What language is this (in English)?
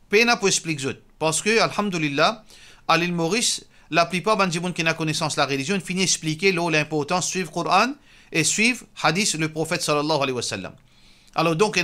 Morisyen